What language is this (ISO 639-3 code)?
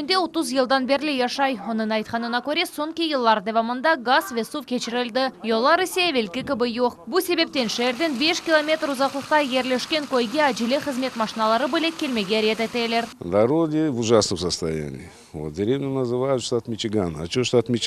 crh